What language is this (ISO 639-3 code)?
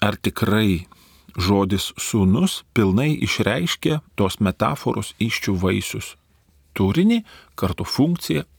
lit